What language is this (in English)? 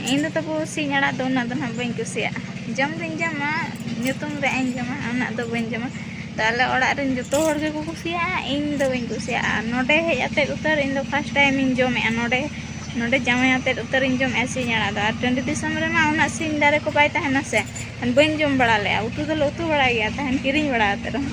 Santali